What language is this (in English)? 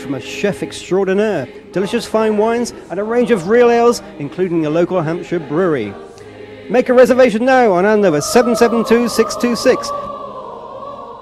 English